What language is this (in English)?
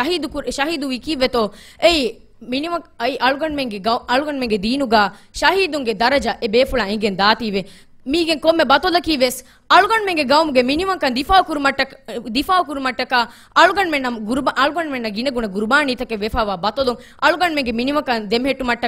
Divehi